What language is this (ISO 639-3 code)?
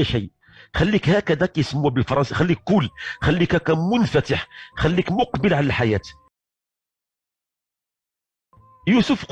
ary